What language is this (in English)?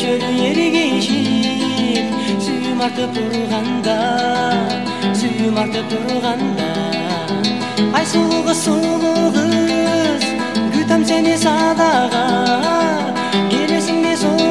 Kyrgyz